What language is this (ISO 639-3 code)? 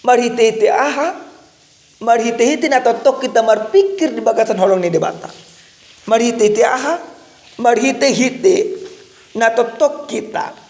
bbc